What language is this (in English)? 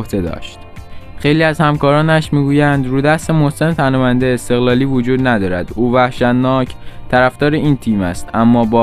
Persian